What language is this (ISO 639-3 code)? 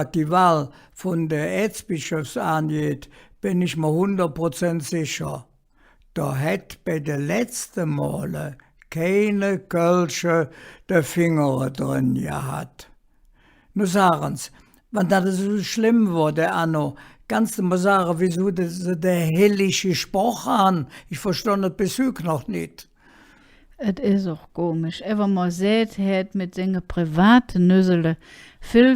ksh